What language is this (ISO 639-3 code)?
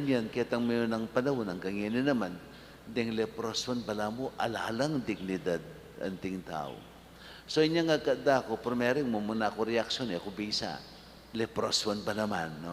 pam